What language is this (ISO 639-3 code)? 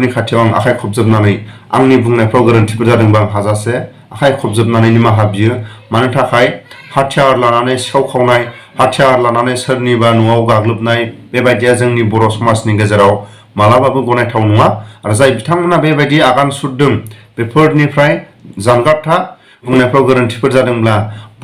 brx